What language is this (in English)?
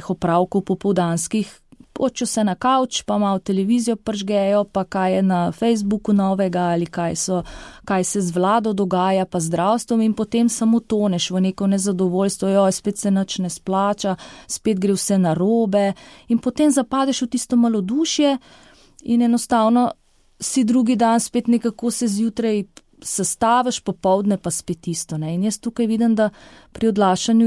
Slovenian